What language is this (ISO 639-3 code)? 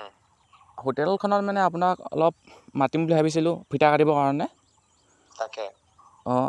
asm